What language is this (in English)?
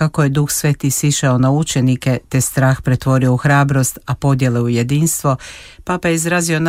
Croatian